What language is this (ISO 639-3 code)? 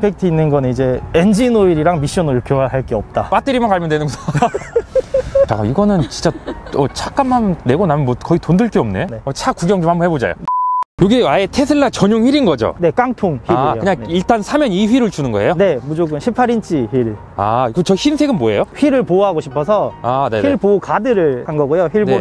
kor